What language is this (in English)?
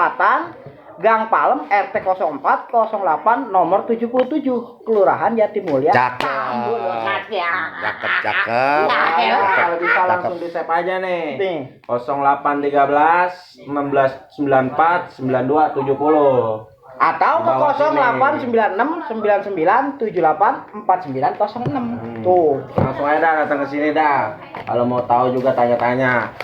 Betawi